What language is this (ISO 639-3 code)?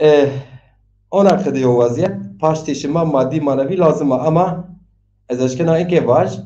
zza